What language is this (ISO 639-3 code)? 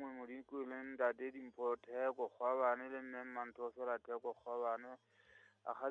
sot